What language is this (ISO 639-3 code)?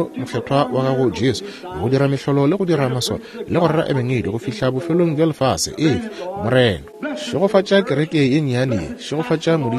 nso